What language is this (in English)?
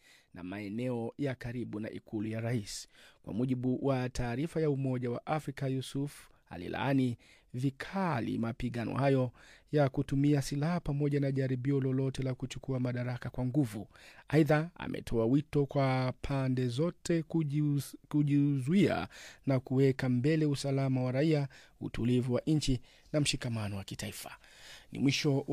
Swahili